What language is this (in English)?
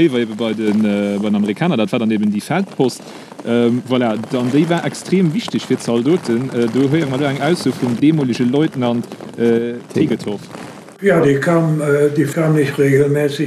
Luxembourgish